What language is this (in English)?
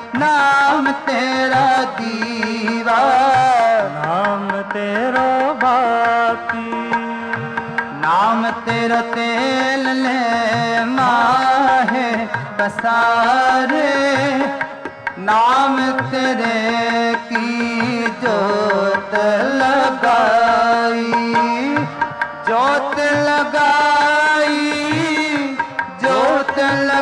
Punjabi